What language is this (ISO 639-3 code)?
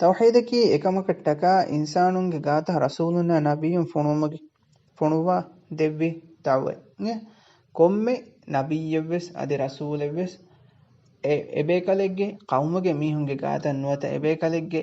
div